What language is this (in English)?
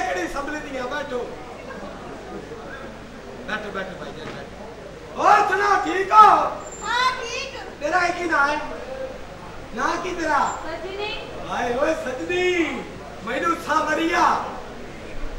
Punjabi